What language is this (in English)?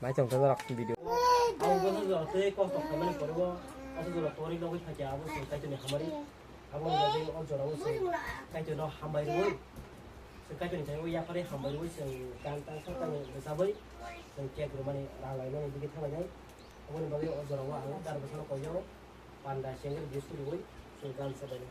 Kok Borok